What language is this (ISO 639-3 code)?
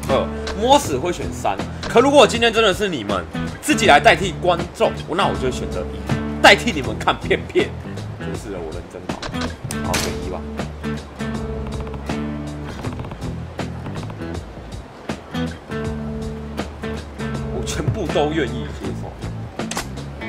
zho